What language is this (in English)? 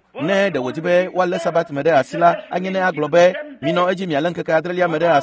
Ewe